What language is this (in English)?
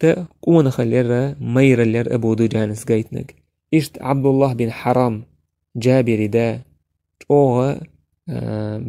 Chechen